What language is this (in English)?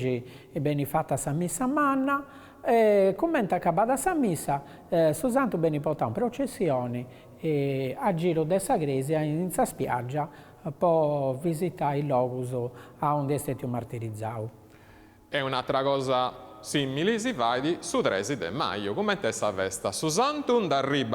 Sardinian